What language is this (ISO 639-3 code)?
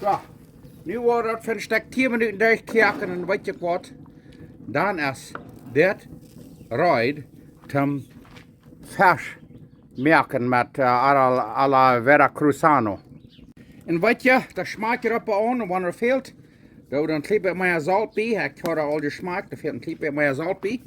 pdt